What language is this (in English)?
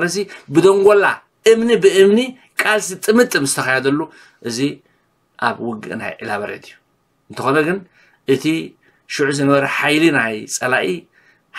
Tigrinya